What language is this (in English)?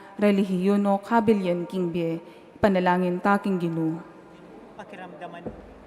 Pampanga